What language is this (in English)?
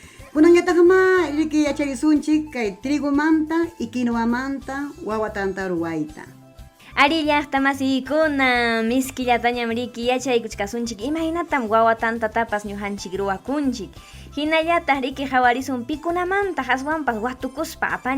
Ayacucho Quechua